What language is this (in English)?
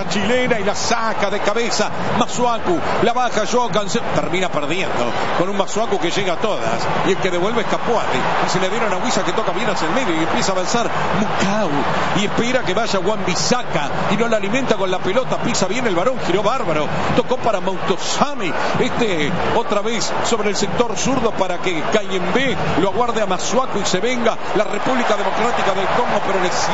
Spanish